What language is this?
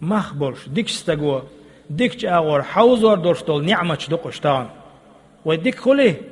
Chechen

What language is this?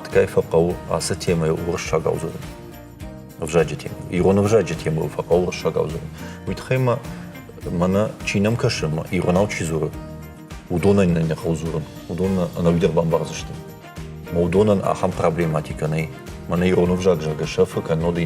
Ossetic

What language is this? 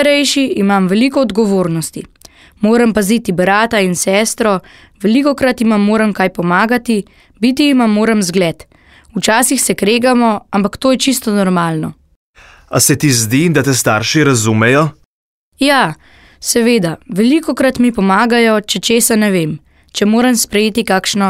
Slovenian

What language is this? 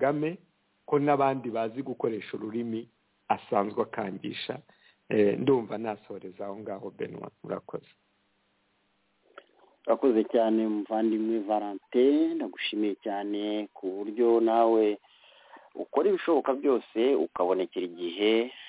Kinyarwanda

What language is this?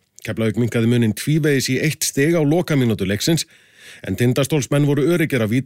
Icelandic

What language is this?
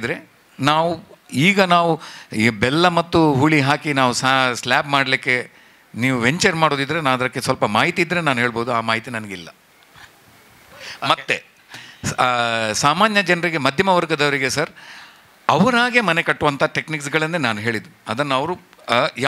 Kannada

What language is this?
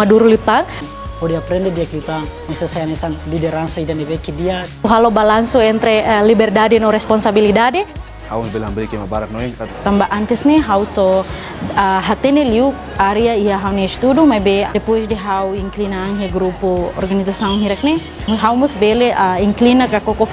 Tetum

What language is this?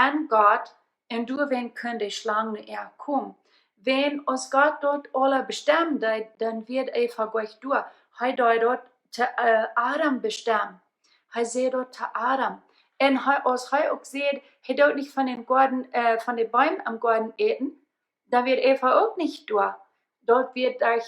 Plautdietsch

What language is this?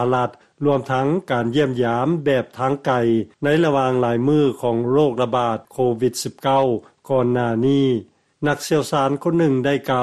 Lao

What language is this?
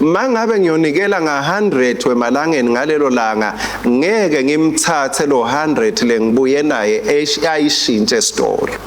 Swati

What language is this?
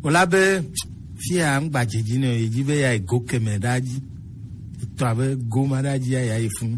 Gen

